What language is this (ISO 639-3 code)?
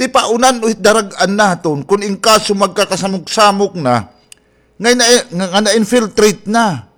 war